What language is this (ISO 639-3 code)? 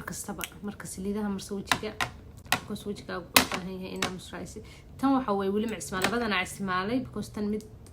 som